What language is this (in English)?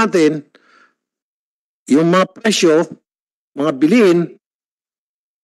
Filipino